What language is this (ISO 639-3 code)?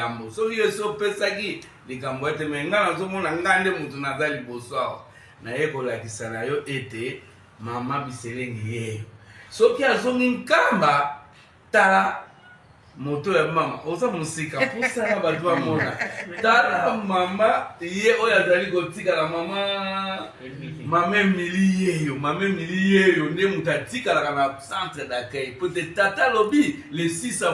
lin